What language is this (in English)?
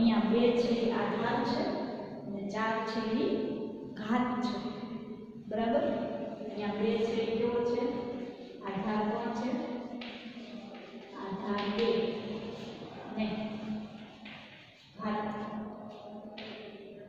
Gujarati